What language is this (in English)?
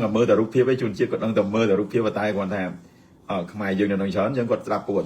Khmer